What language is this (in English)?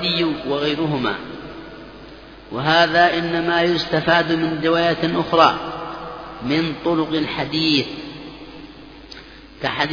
Arabic